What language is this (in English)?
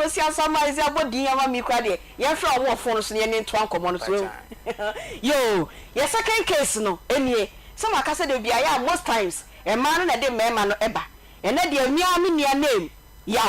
Akan